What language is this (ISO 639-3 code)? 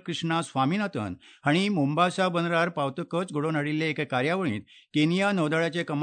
kok